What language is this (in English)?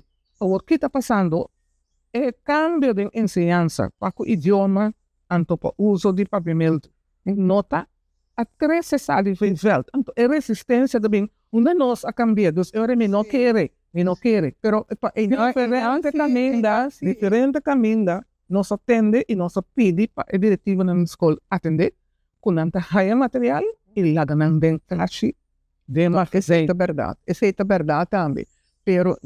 Papiamento